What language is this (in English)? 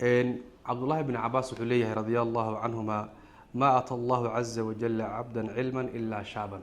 Somali